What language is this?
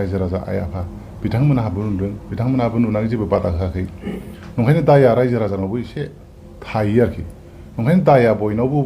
Bodo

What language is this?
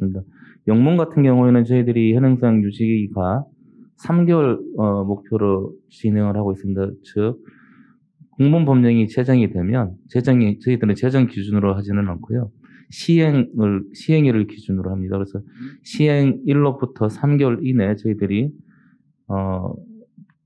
Korean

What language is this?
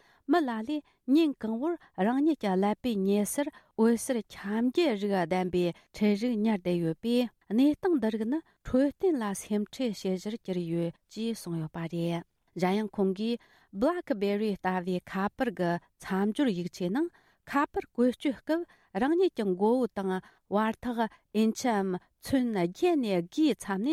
Tibetan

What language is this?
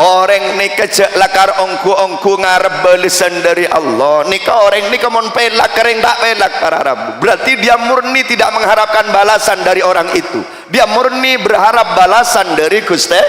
Madurese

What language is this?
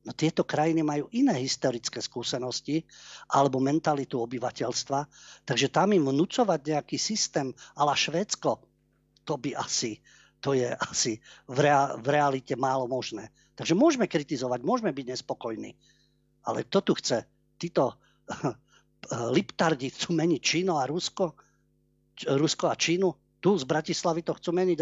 Slovak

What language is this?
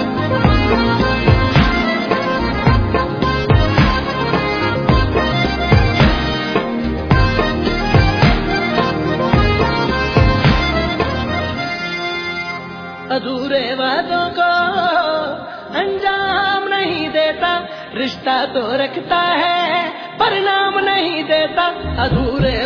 Punjabi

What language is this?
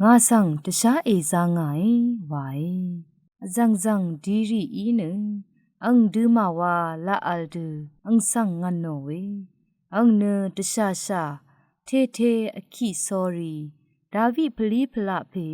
Rawang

